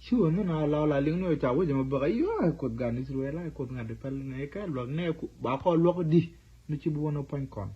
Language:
Nuer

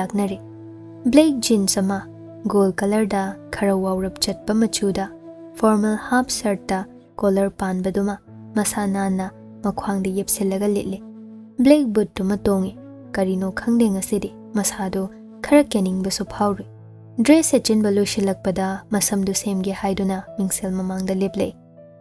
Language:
Manipuri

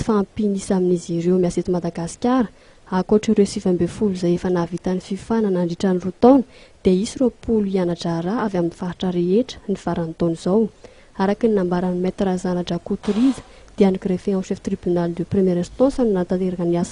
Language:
Malagasy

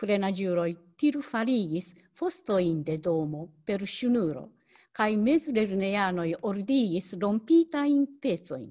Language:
Esperanto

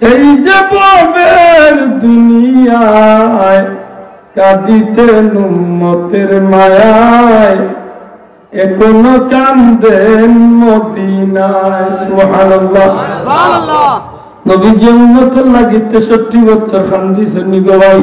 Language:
Sylheti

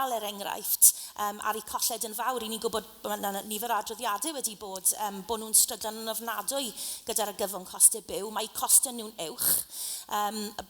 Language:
Welsh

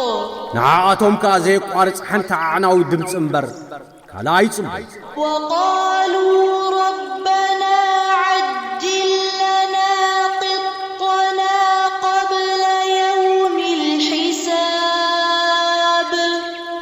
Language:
Tigrinya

